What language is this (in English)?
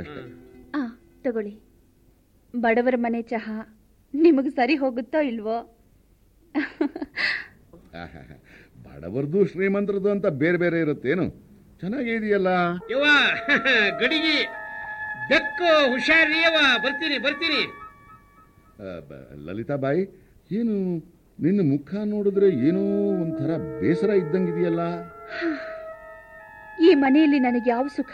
Kannada